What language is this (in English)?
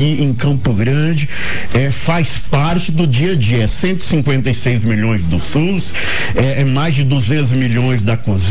Portuguese